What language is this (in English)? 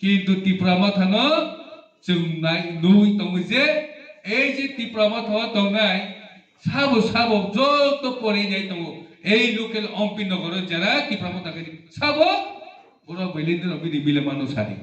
Riang (India)